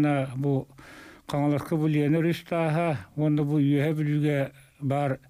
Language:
Yakut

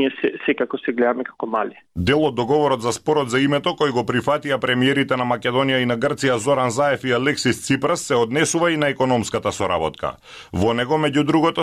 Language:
Macedonian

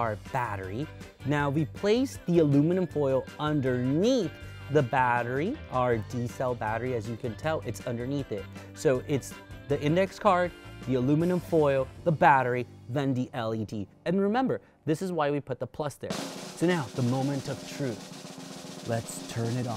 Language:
English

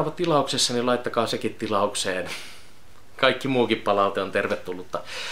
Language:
Finnish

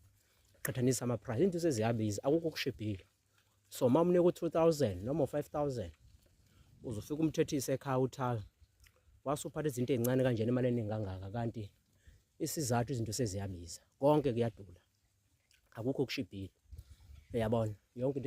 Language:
Zulu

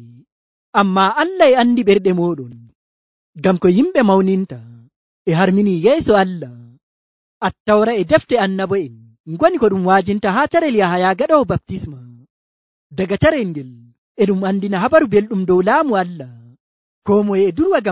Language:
Nigerian Fulfulde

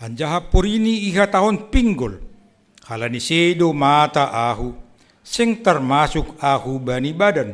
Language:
Batak Simalungun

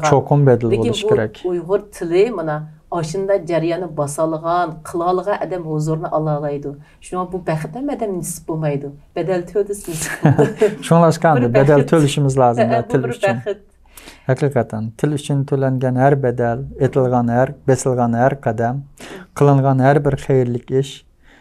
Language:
Uyghur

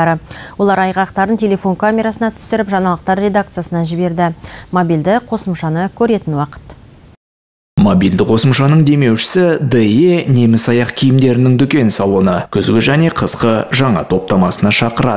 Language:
Kazakh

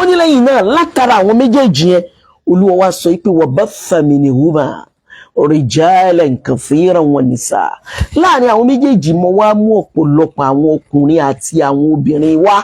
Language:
Yoruba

